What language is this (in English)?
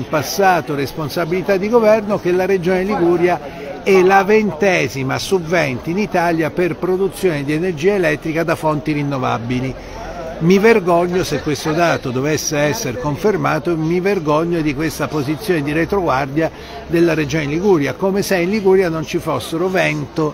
Italian